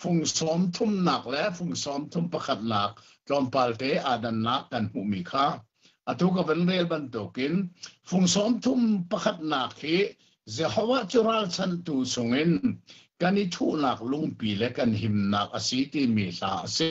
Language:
Hakha Chin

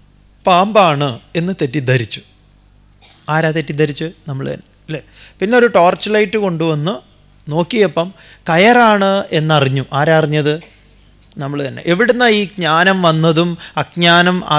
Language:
Malayalam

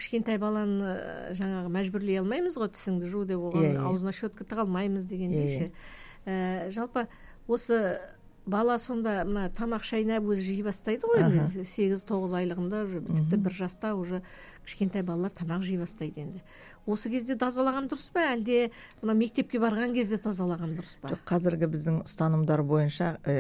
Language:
Kazakh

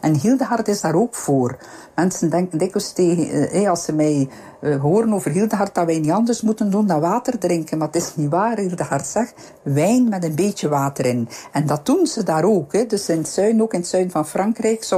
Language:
Dutch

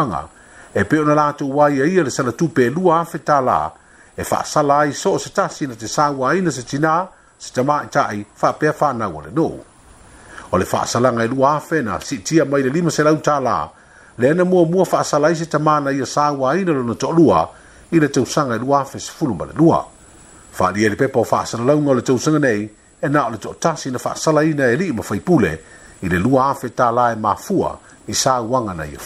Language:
Samoan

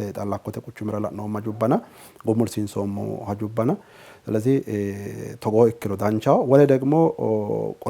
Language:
Sidamo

